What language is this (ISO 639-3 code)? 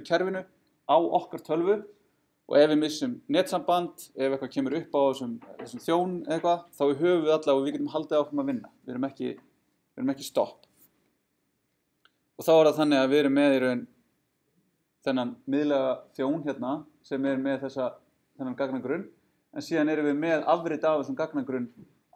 isl